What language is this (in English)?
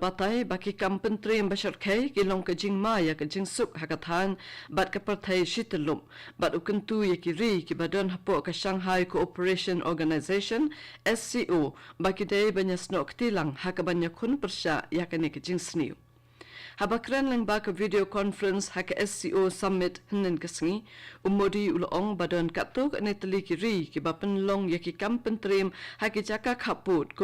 Khasi